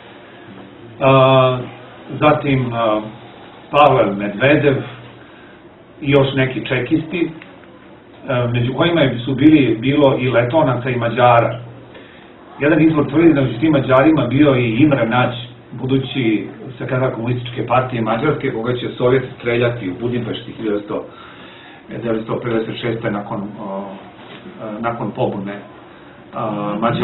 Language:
Serbian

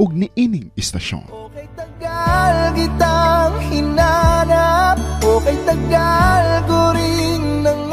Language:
Cebuano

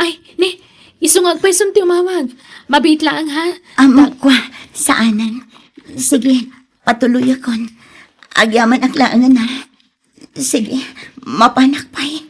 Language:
Iloko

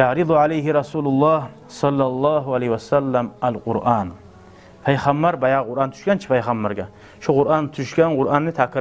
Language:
Kumyk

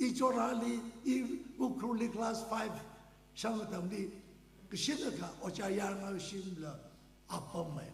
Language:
Tangkhul Naga (India)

